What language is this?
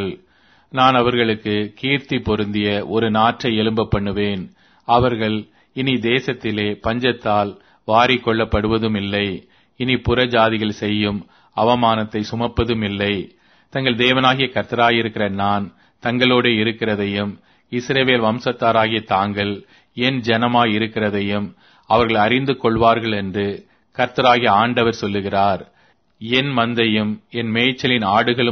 Tamil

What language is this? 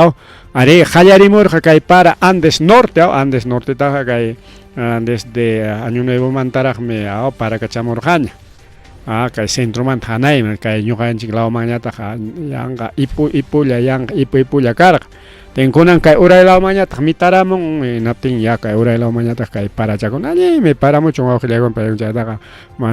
Ayacucho Quechua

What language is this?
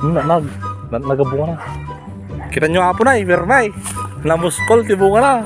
Iloko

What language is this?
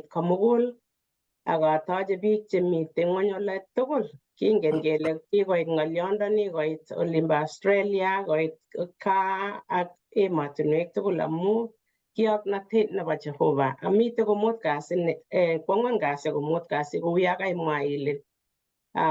Kalenjin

